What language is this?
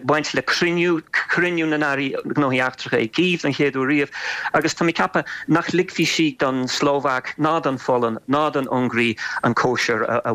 Irish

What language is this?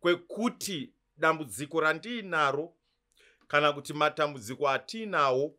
Shona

